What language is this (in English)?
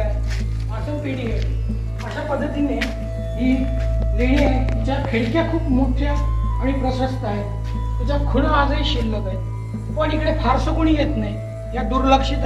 Marathi